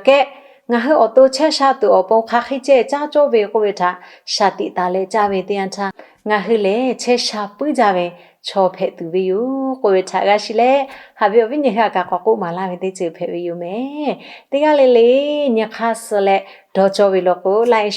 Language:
Lahu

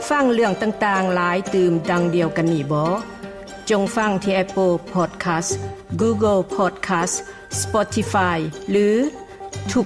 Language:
Lao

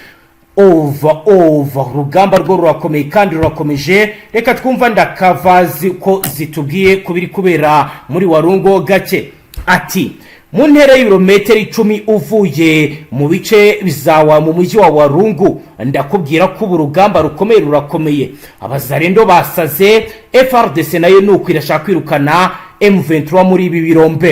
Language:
Kinyarwanda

